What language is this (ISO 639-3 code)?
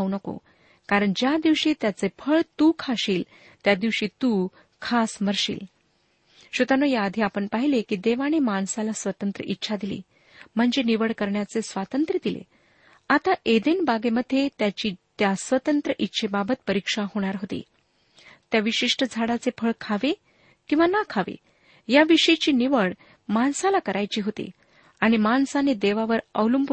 mar